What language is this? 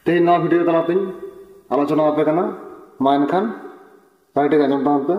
Santali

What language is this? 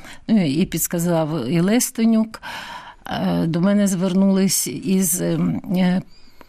Ukrainian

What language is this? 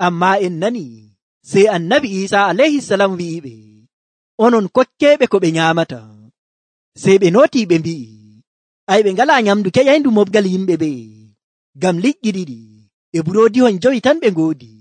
Nigerian Fulfulde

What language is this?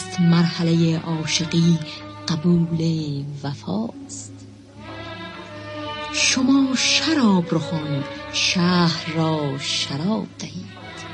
Persian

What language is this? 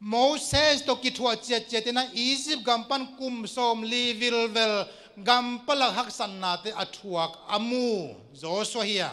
Tedim Chin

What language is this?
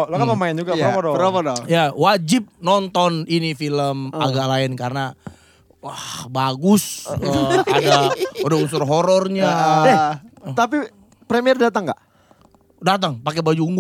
Indonesian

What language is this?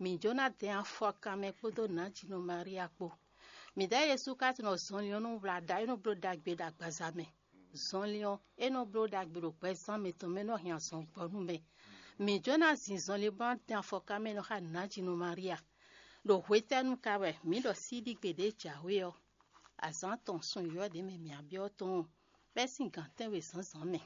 Fon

